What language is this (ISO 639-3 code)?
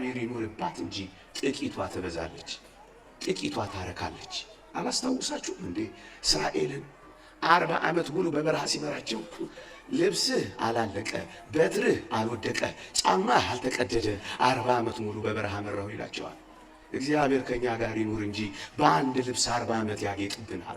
amh